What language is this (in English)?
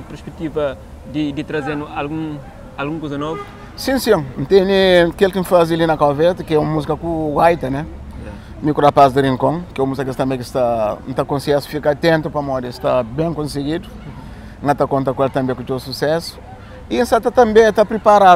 Kabuverdianu